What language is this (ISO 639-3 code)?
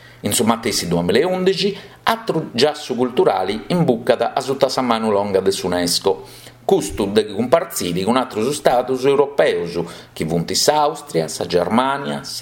srd